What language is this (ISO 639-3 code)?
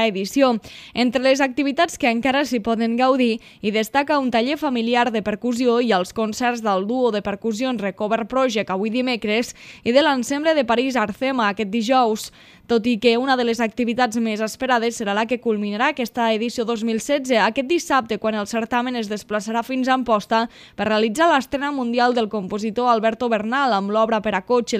cat